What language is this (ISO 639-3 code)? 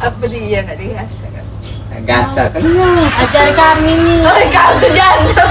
mui